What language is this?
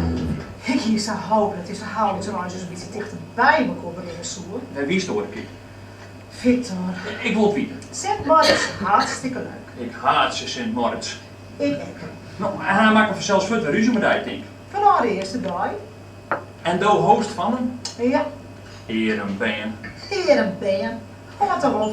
Western Frisian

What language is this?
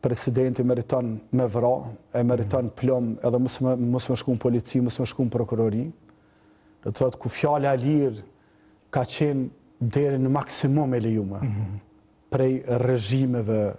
Albanian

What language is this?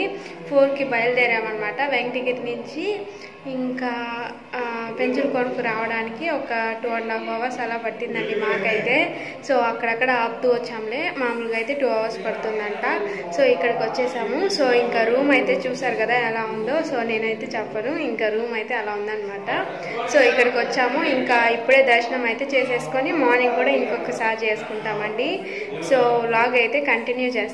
Telugu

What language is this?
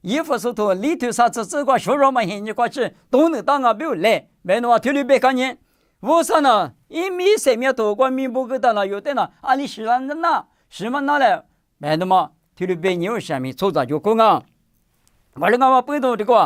Lisu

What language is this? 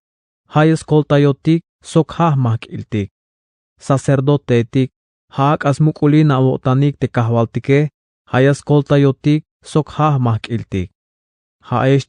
Tzeltal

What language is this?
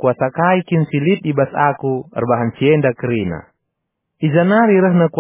Batak Karo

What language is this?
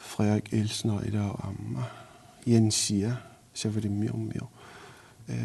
Kalaallisut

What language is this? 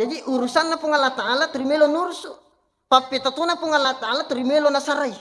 Buginese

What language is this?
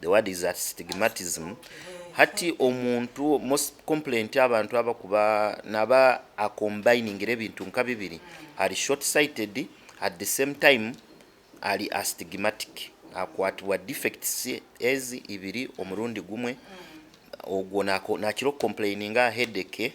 Nyankole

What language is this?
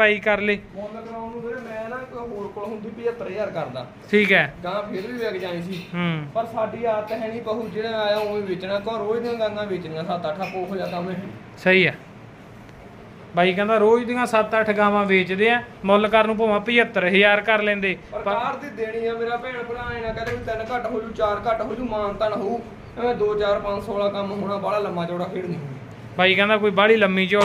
Punjabi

